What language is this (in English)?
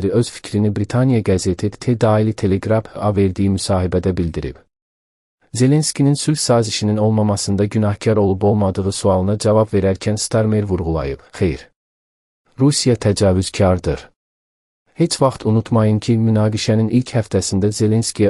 Azerbaijani